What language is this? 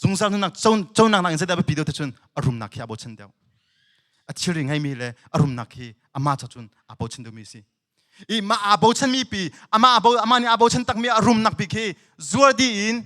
Hakha Chin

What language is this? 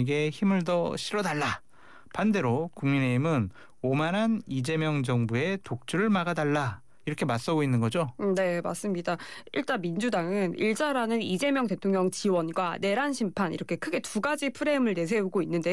Korean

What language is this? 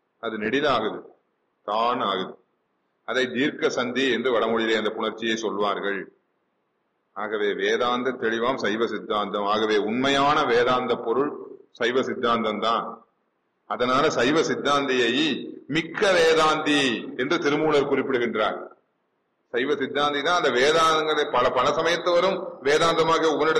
Tamil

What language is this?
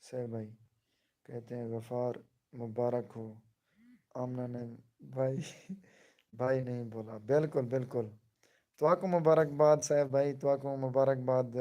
Saraiki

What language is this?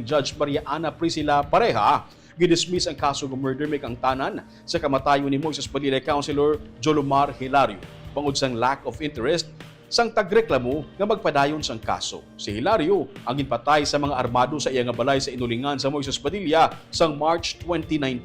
Hiligaynon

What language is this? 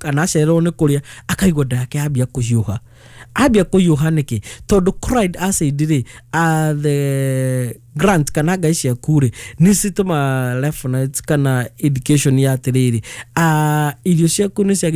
Kikuyu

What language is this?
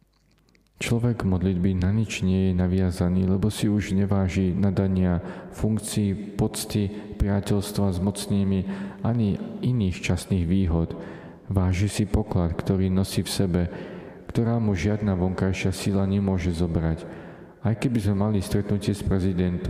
Slovak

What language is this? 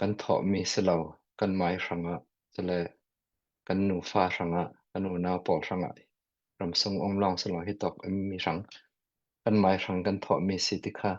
Hakha Chin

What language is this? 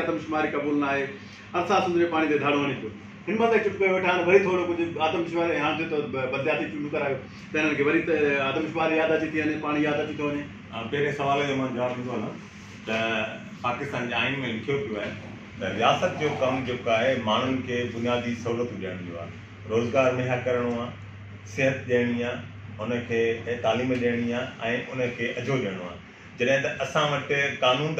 Sindhi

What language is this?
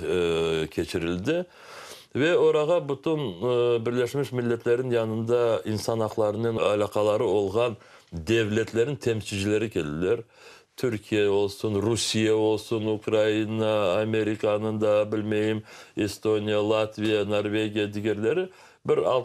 Crimean Tatar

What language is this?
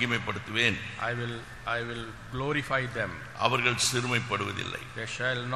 Tamil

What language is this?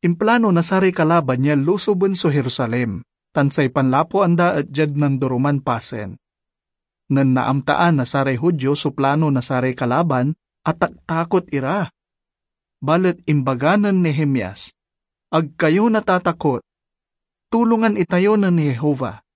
Pangasinan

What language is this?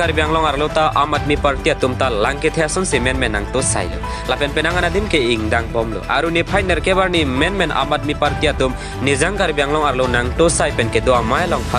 Karbi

